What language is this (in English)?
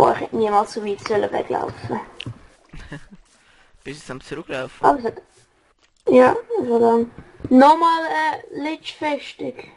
Swiss German